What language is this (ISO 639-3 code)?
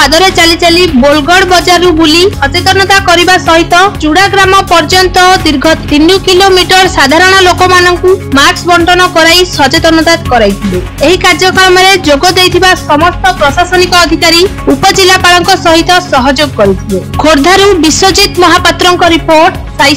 ori